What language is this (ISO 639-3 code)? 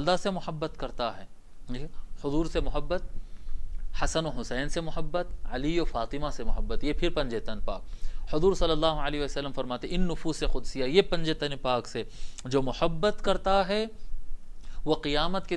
urd